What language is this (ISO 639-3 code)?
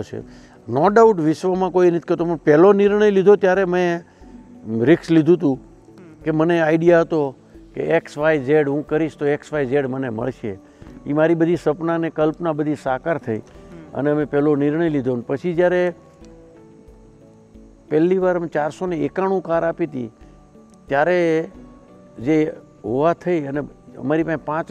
guj